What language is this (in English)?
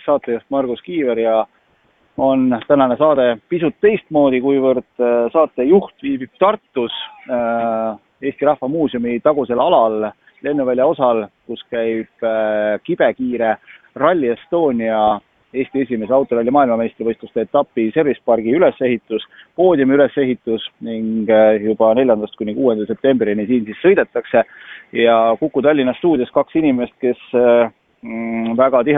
Estonian